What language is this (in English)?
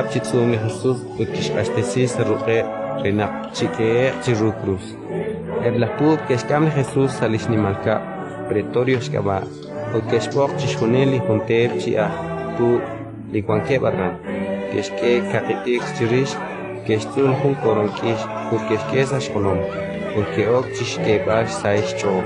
Kekchí